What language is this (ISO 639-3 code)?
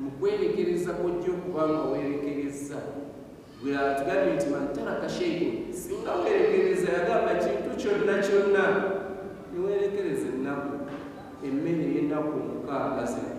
lug